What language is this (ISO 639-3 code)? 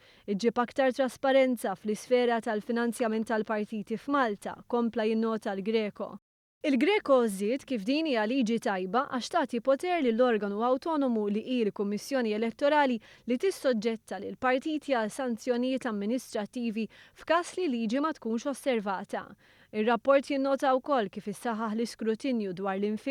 mlt